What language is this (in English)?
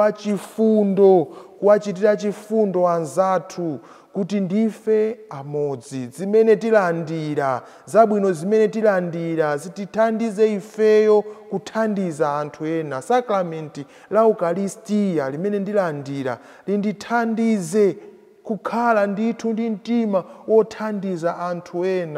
Nyanja